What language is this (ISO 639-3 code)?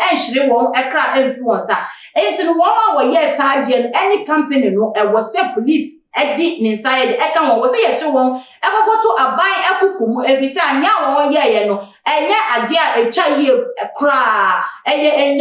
aka